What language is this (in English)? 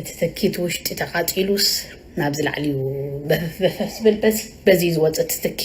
Tigrinya